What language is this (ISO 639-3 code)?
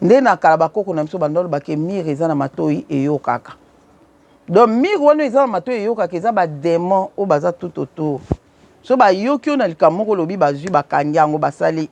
lin